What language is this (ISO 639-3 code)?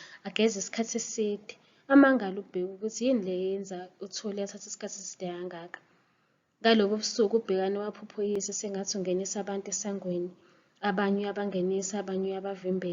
zul